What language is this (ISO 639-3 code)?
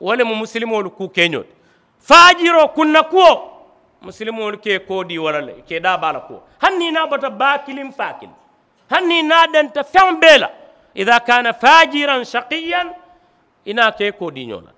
man